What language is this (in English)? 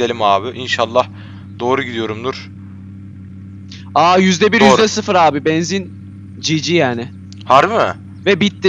Turkish